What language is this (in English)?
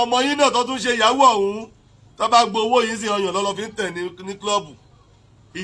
Yoruba